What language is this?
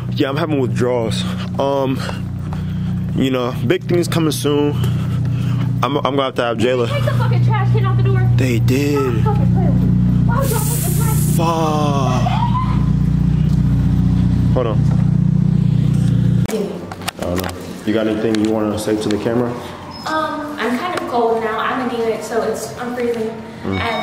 English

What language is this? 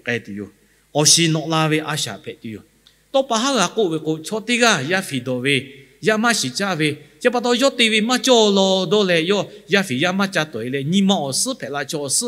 Lahu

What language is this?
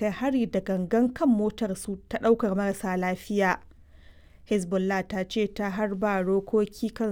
Hausa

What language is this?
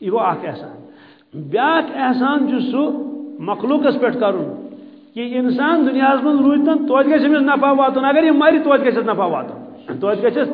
Kashmiri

